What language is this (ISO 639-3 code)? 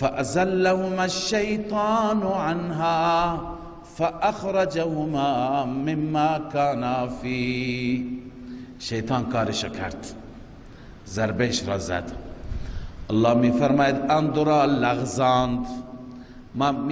fas